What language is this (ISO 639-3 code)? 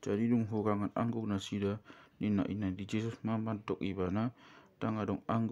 bbc